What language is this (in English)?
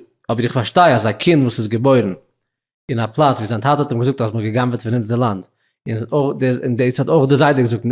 Yiddish